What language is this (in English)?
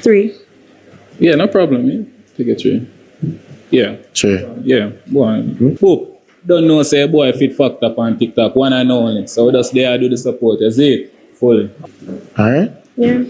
Jamaican Creole English